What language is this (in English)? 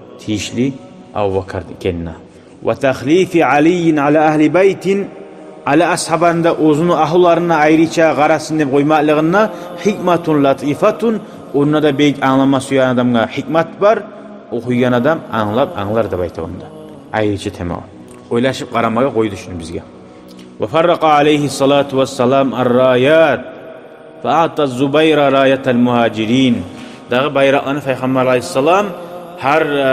Kumyk